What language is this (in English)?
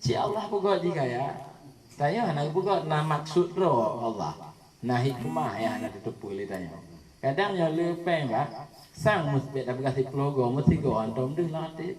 Achinese